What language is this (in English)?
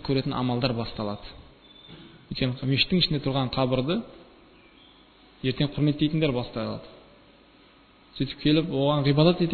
Kazakh